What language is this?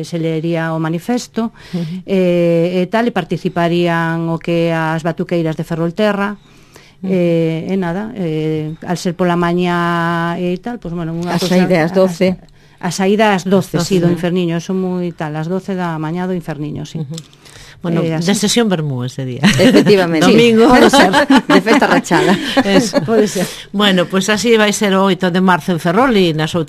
Galician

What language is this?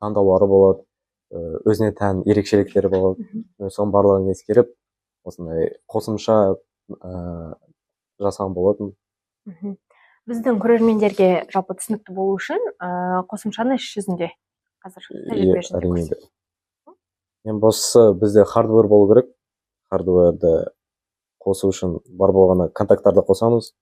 Kazakh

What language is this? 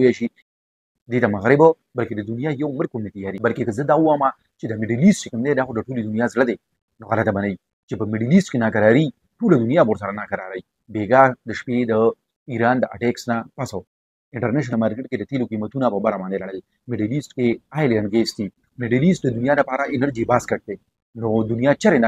Pashto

